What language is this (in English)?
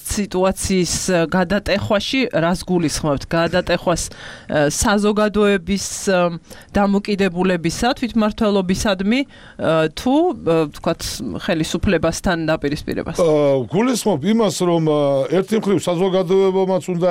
Georgian